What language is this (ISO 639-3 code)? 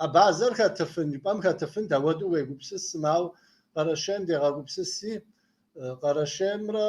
kbd